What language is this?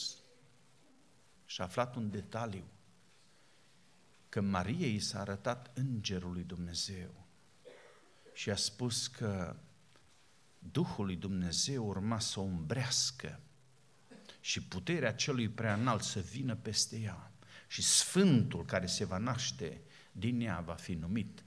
Romanian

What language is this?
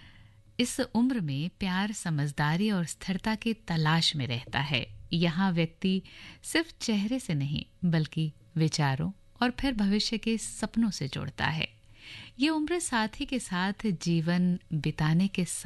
Hindi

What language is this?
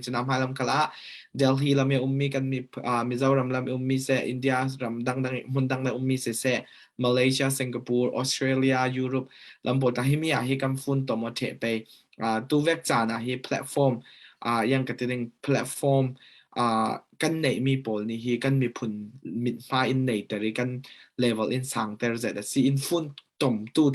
Falam Chin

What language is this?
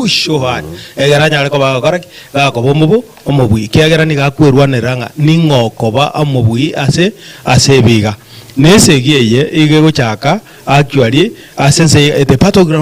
Gusii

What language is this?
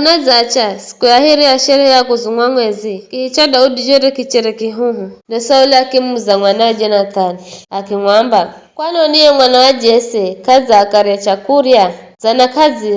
Giryama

